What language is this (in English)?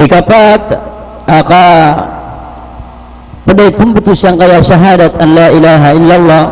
Maranao